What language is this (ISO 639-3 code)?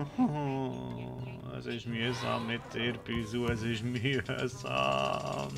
gsw